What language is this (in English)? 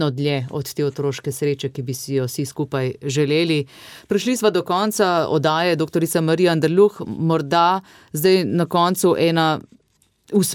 Slovenian